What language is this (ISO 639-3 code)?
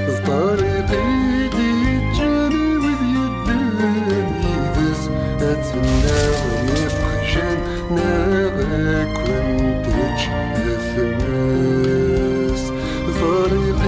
kab